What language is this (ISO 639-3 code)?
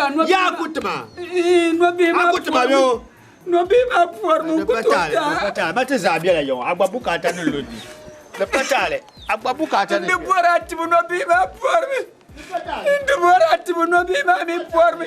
dag